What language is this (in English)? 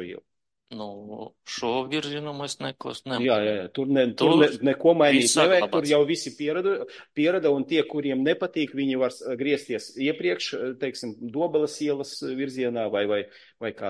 Latvian